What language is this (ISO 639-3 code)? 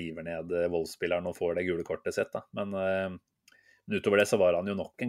nor